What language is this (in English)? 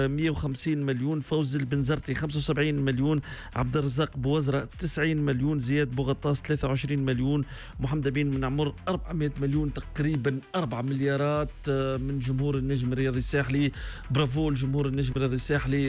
Tunisian Arabic